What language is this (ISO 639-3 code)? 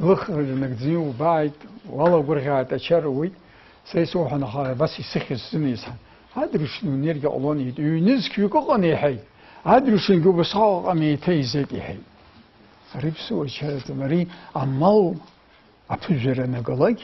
abk